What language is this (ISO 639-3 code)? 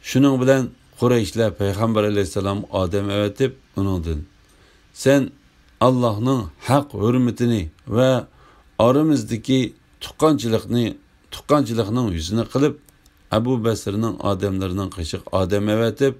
uig